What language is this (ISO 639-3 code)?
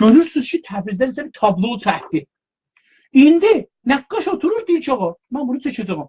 azb